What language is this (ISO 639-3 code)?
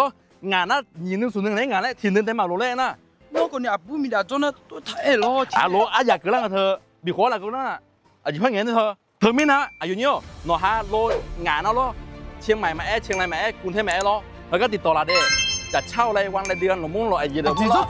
ahk